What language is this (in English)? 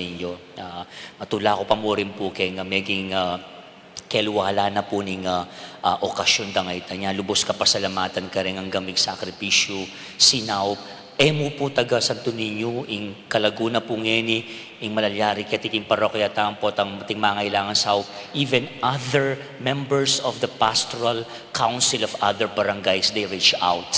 Pampanga